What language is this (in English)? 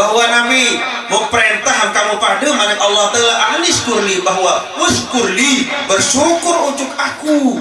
Sasak